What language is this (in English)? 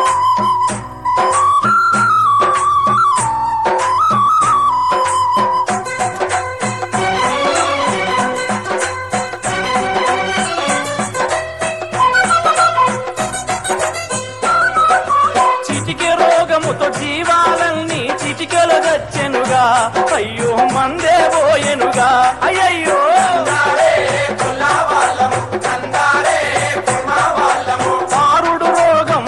Telugu